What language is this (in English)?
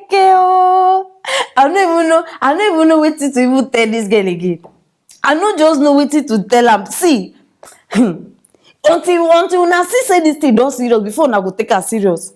Nigerian Pidgin